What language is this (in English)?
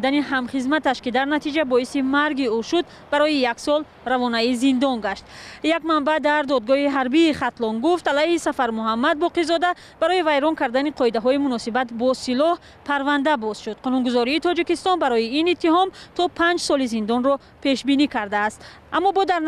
Tajik